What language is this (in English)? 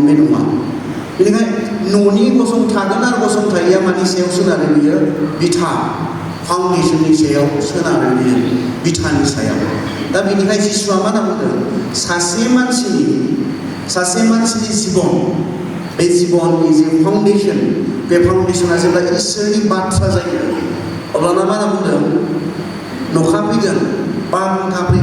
Bodo